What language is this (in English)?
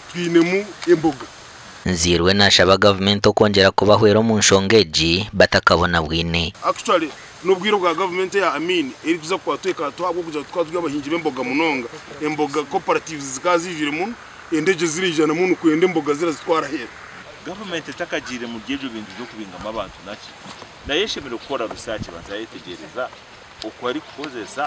Nyankole